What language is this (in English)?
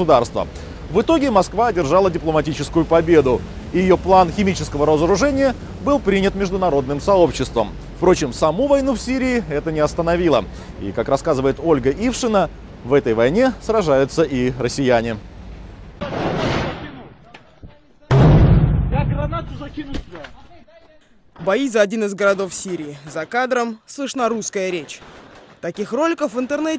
Russian